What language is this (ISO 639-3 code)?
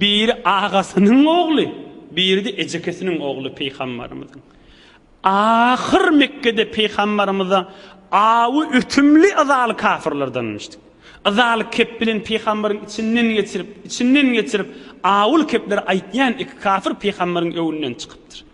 tuk